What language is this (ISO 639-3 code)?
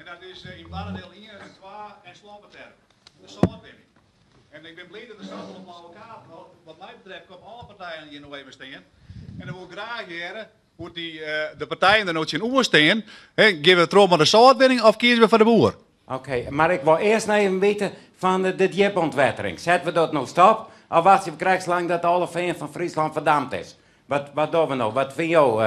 fry